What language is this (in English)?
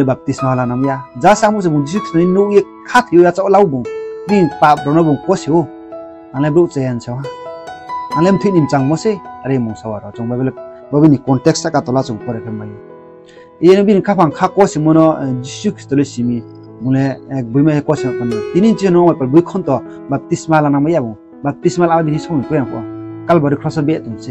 Riang (India)